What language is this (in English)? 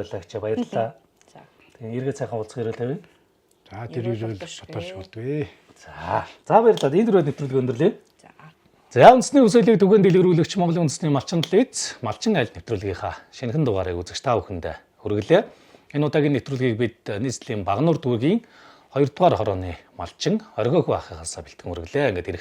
Mongolian